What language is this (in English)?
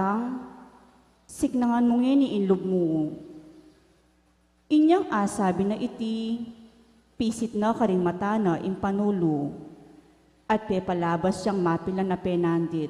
Pampanga